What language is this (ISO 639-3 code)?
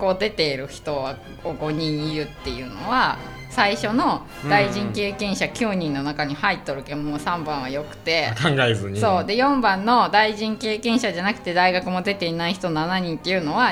jpn